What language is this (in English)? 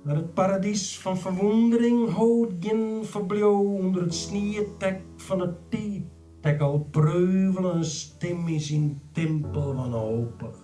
Western Frisian